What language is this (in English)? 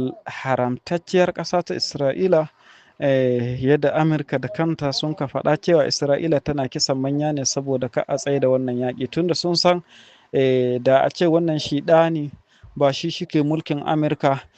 Hausa